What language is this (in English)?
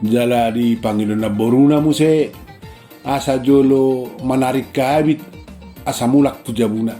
Batak Toba